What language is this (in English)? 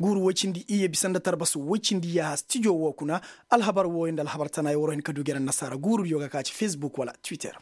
Koyraboro Senni